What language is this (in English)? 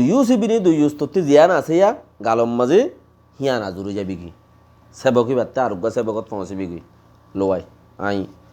Rohingya